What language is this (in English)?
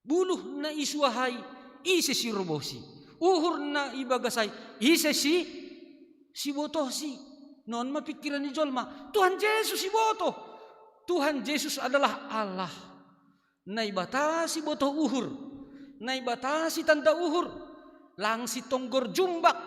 Batak Simalungun